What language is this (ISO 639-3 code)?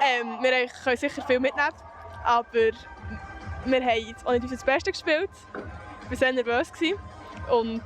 gsw